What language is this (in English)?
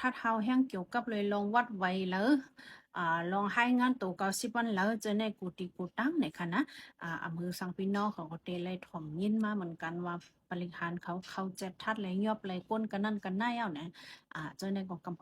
Shan